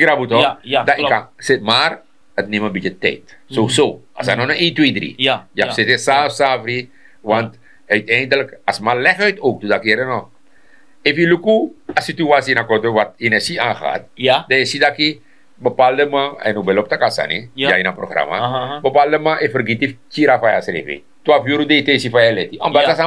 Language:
Sranan Tongo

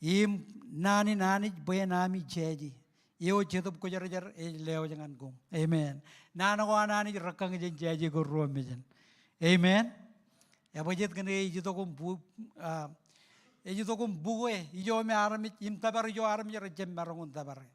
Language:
Marshallese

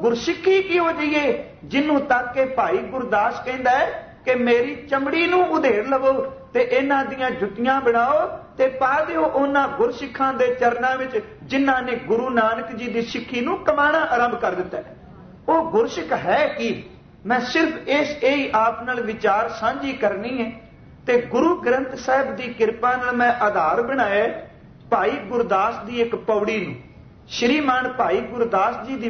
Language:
Punjabi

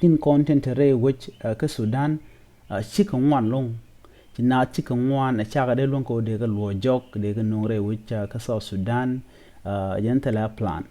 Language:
Nuer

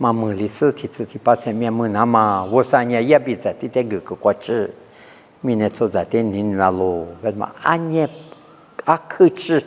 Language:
Lisu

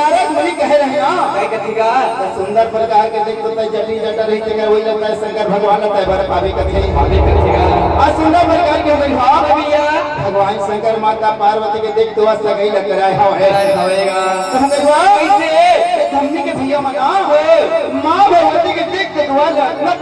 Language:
Chhattisgarhi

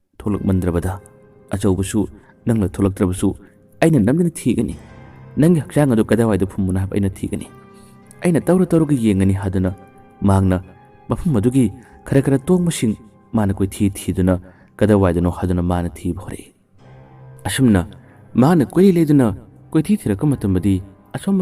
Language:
Manipuri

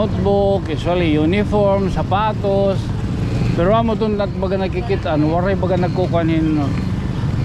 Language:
Waray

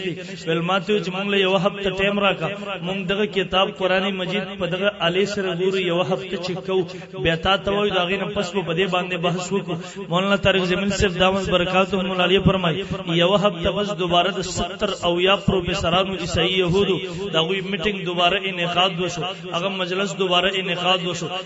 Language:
Pashto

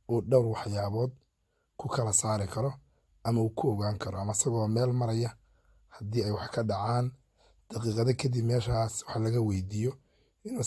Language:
Somali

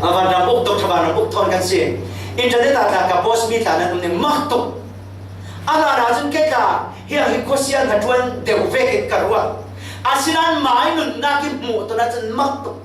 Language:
Falam Chin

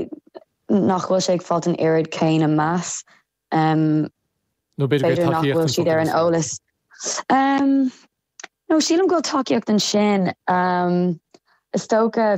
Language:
Irish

